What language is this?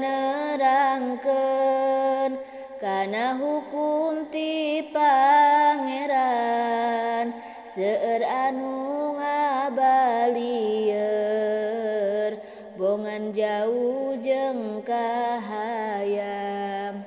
Sundanese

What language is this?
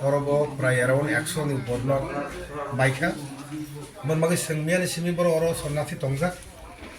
Kok Borok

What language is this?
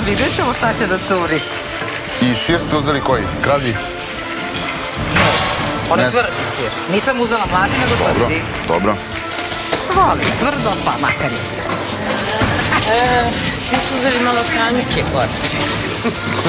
Serbian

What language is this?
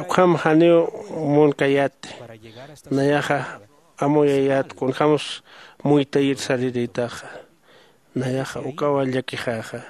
Aymara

